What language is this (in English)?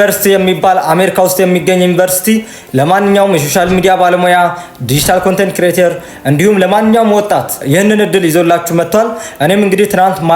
Amharic